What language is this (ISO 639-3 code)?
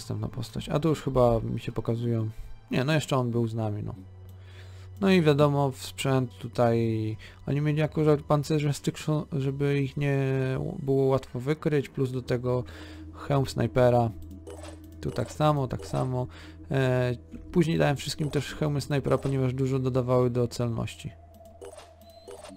pol